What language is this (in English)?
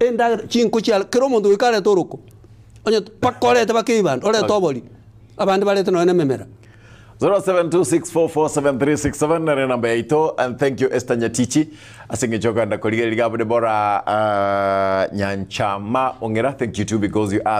Gusii